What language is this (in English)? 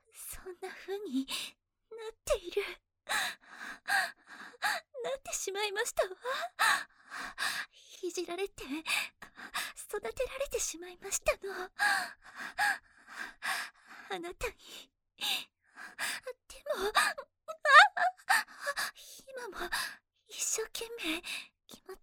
Japanese